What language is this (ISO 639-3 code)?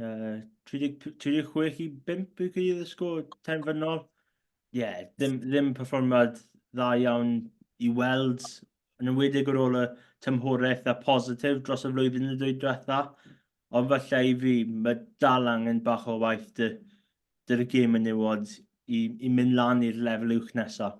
cym